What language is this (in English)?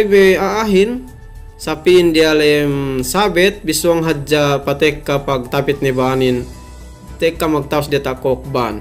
Yakan